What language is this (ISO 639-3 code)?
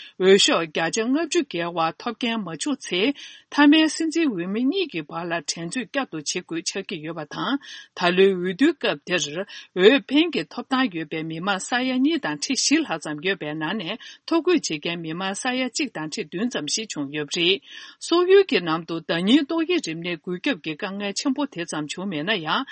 bod